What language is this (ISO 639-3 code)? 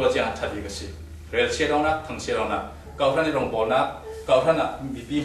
cfm